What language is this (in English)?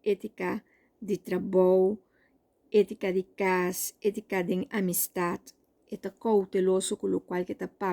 Papiamento